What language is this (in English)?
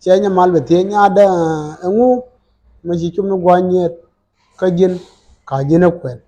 Nuer